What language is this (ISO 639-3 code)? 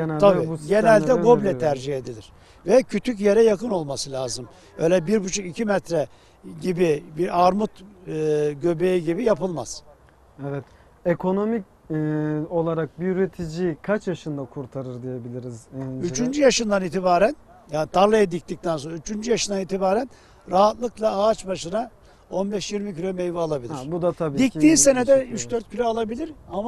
tur